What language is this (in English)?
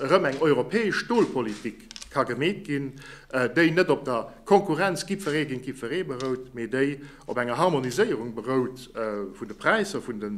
Luxembourgish